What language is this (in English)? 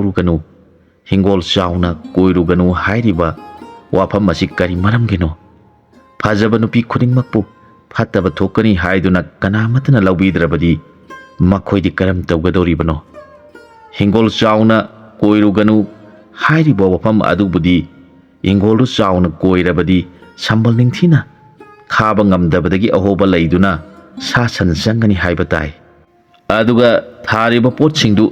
Manipuri